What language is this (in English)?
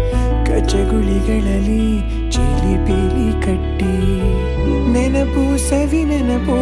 Kannada